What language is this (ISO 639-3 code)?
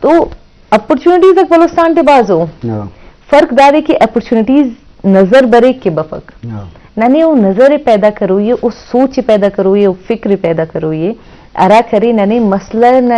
bgp